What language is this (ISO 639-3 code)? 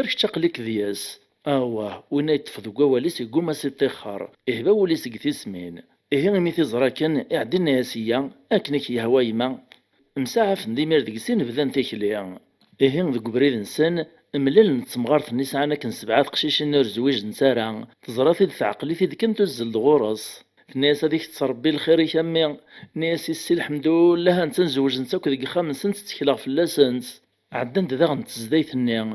kab